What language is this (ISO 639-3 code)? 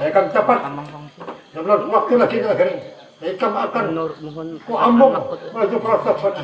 bjn